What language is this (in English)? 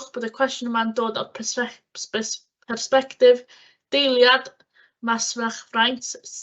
Welsh